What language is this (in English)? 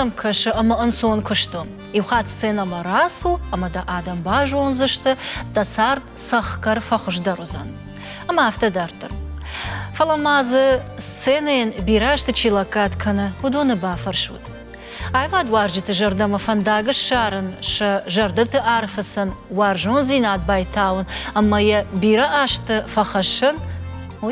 Ossetic